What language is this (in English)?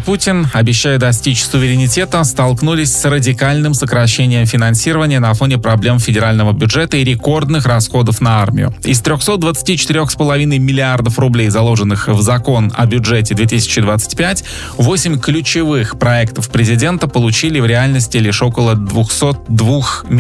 Russian